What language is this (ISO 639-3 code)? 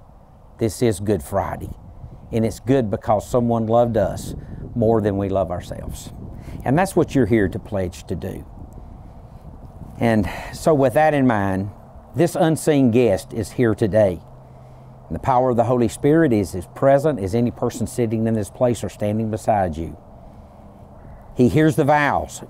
eng